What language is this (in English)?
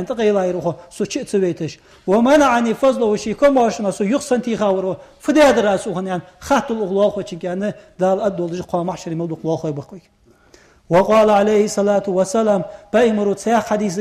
Ingush